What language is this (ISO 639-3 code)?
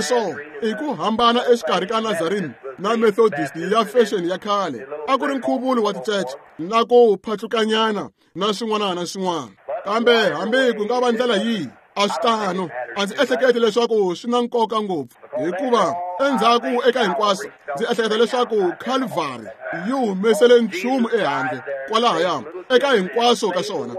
tso